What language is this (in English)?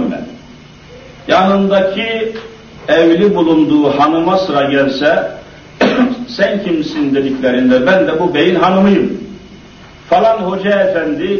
Turkish